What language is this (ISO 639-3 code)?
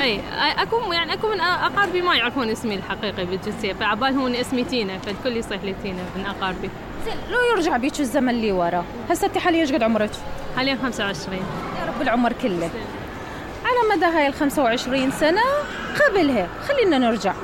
acm